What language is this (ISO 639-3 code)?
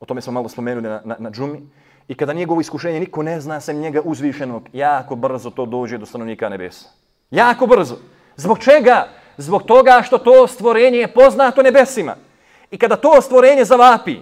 bos